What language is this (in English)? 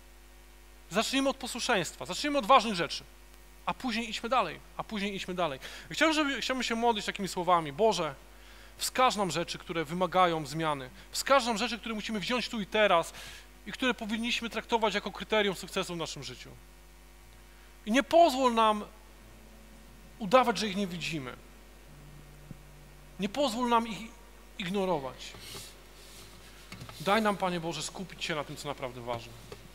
Polish